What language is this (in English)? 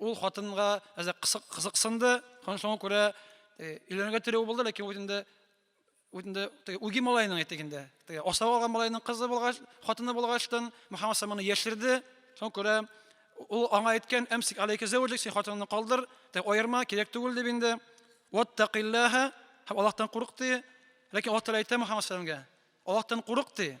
Tatar